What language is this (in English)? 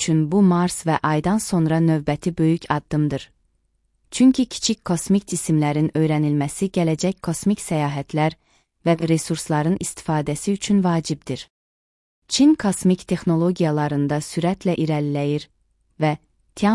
Azerbaijani